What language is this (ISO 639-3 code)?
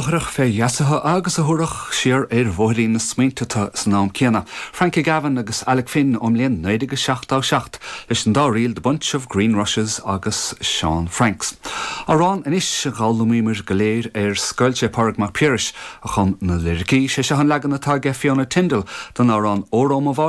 gle